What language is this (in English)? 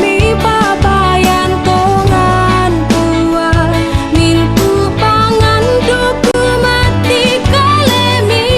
Toraja-Sa'dan